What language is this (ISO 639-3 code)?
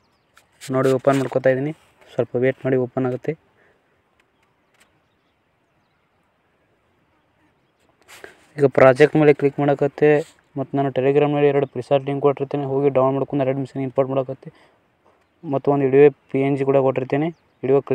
kan